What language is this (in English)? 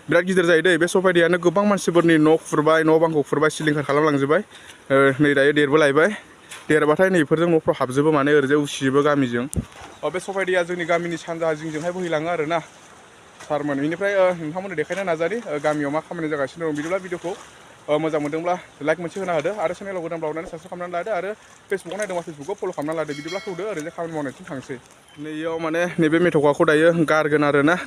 Bodo